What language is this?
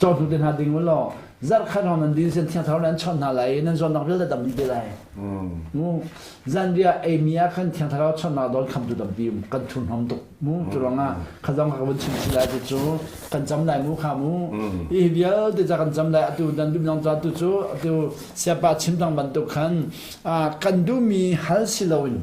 Hakha Chin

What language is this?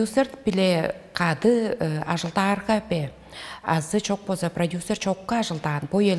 Tuvinian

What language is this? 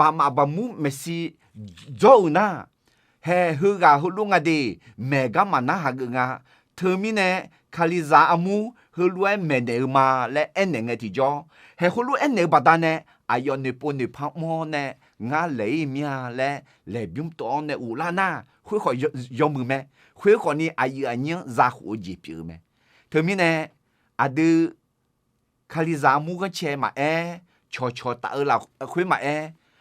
Akha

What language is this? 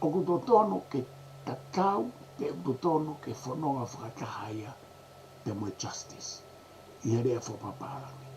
Tongan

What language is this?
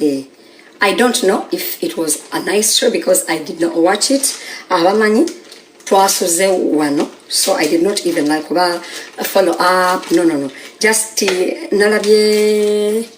Ganda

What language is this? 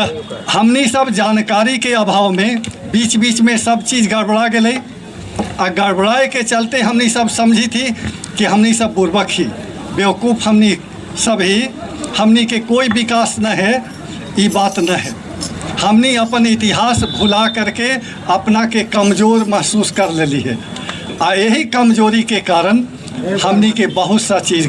Magahi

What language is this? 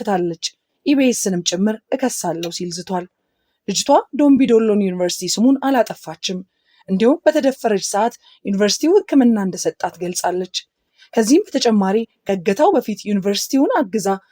Amharic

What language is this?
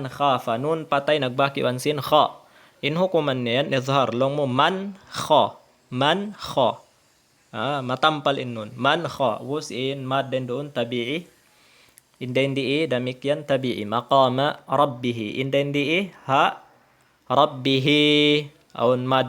Tausug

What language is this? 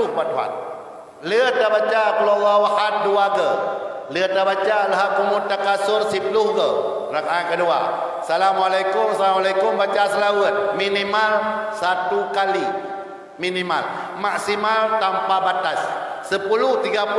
Achinese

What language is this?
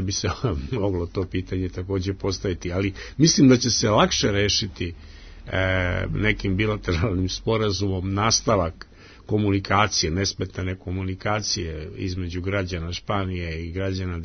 Serbian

